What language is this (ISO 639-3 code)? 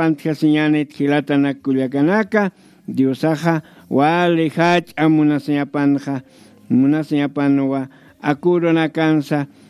aym